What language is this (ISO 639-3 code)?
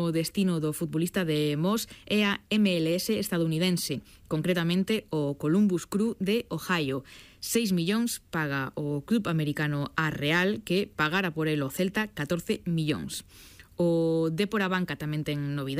glg